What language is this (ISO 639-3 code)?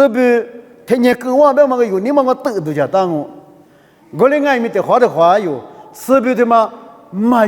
lis